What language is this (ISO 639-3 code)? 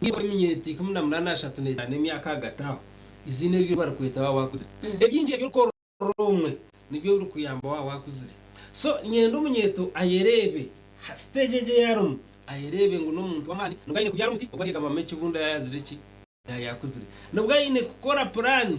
nyn